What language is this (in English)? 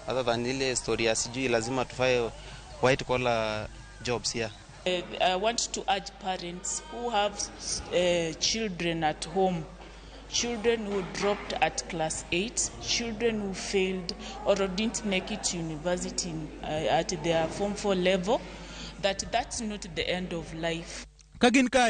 Luo (Kenya and Tanzania)